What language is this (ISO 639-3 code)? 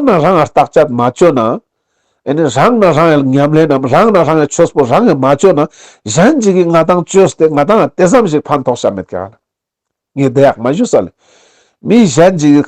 lbj